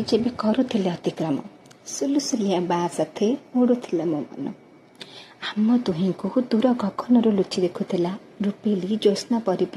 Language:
Odia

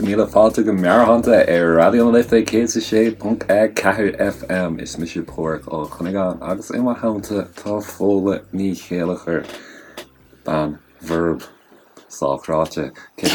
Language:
Irish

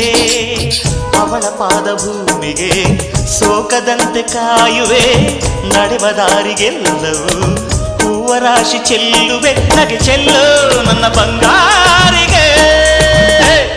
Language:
Kannada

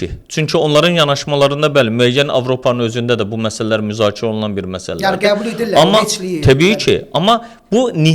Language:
Azerbaijani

